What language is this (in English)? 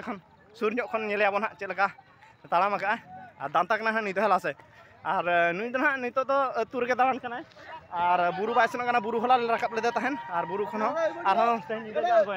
Santali